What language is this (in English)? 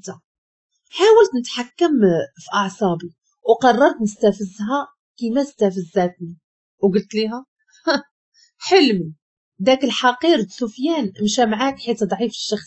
Moroccan Arabic